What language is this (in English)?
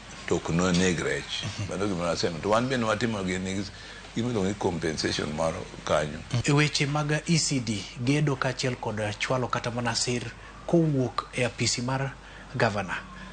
Luo (Kenya and Tanzania)